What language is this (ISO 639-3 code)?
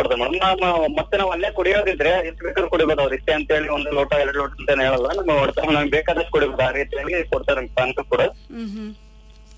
kan